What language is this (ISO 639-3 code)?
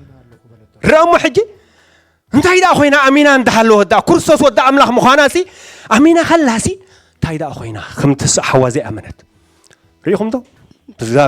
tir